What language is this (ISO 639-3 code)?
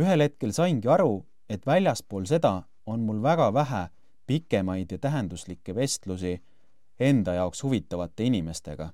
est